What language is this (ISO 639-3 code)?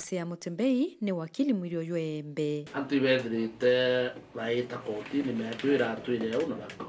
mer